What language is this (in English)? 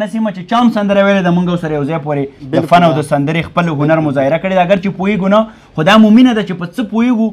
Pashto